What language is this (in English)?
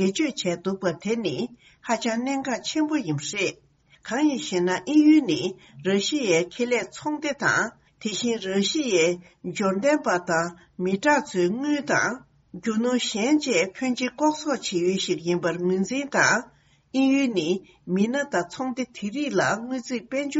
Tibetan